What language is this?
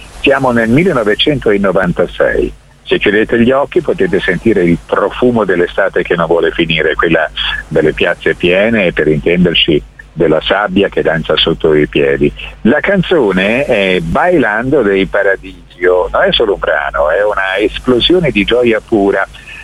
Italian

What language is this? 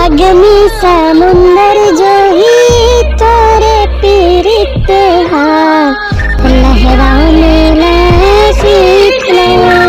Chhattisgarhi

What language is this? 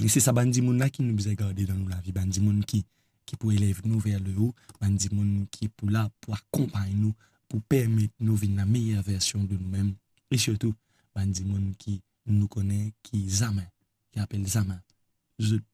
Morisyen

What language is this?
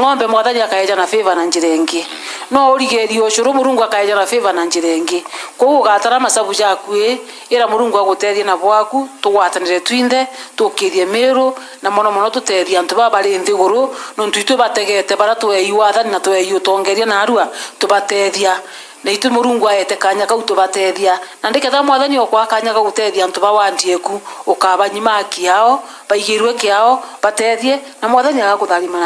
Meru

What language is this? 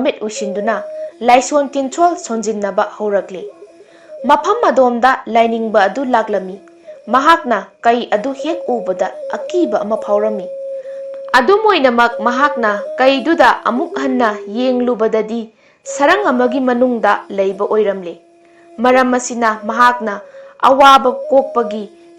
Manipuri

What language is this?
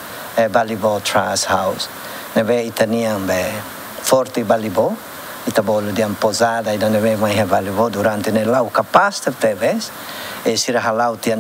Tetum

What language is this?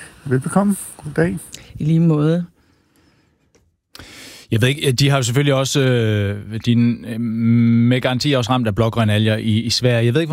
Danish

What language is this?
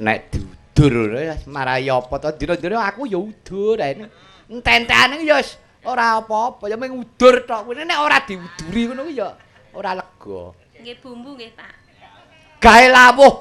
Javanese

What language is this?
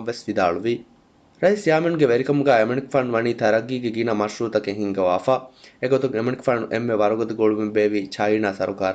Divehi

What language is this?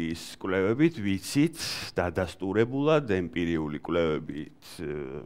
Georgian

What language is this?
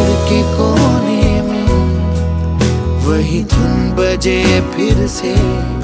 Hindi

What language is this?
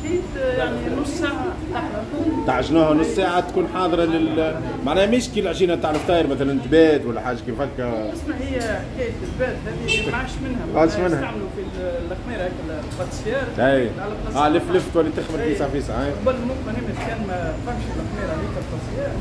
Tunisian Arabic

